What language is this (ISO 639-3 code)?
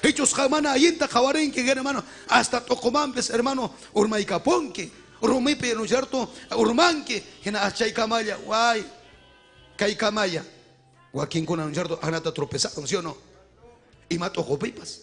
quy